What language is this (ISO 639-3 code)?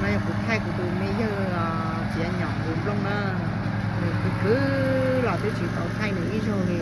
hmn